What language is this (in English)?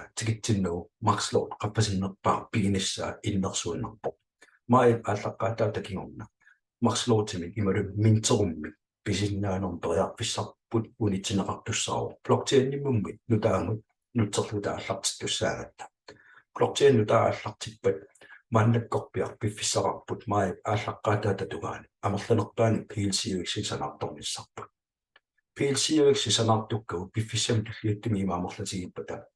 Kalaallisut